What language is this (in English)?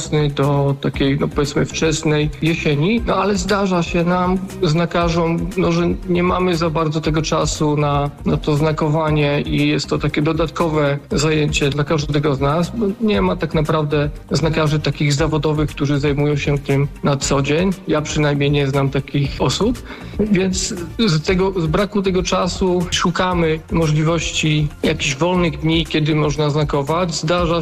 Polish